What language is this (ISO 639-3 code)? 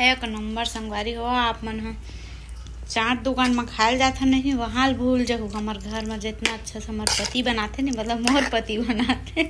hne